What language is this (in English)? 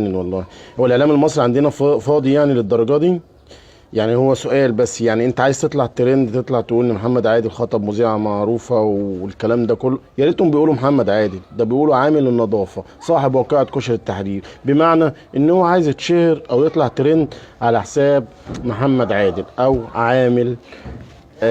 Egyptian Arabic